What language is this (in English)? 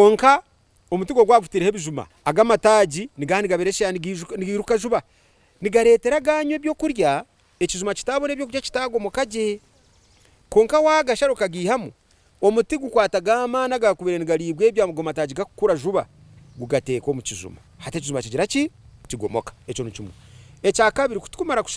Nyankole